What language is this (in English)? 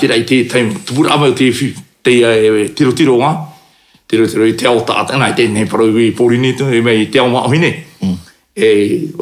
Tahitian